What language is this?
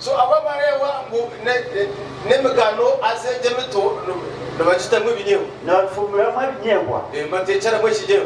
Nyankole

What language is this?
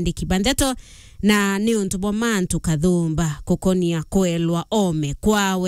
Meru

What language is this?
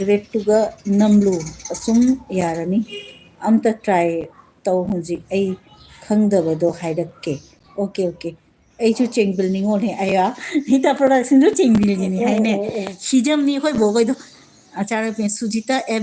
Manipuri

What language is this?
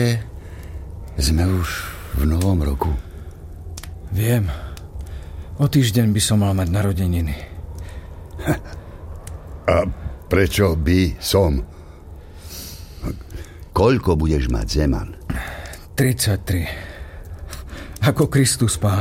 Slovak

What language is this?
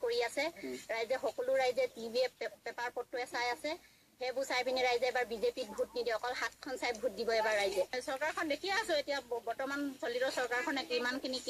Assamese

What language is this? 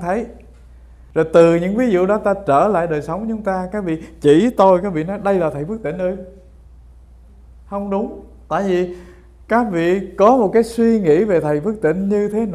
Vietnamese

